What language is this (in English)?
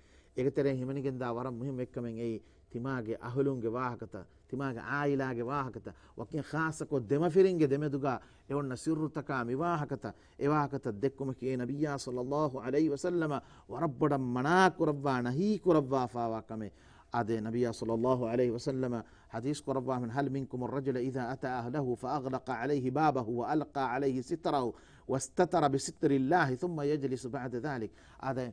Divehi